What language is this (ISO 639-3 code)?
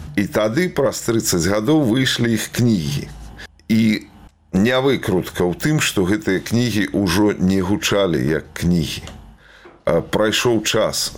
bel